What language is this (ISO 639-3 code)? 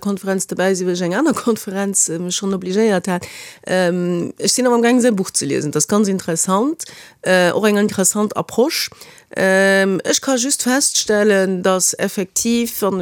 ltz